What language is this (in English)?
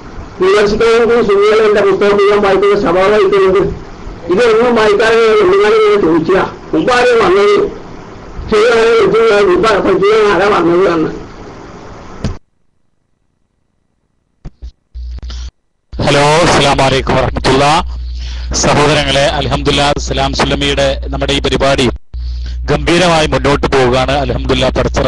Malayalam